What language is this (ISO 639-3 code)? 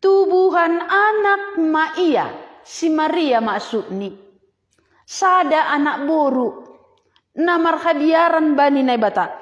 bts